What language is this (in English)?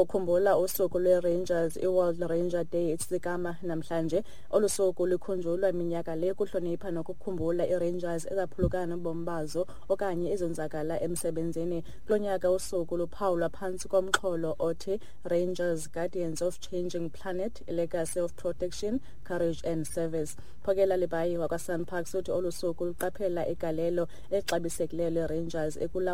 Xhosa